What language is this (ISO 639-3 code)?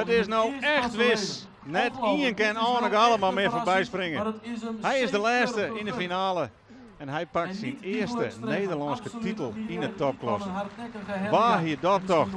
fry